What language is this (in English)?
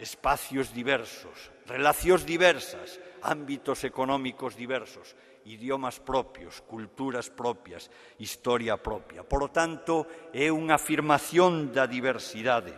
Galician